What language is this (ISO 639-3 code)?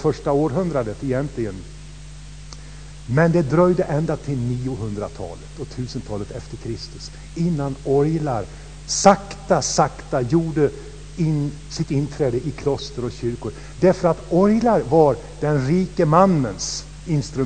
swe